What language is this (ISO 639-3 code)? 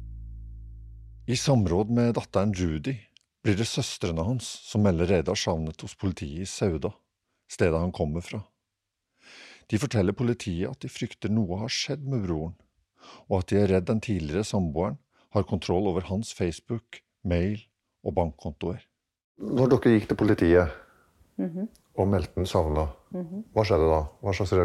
nor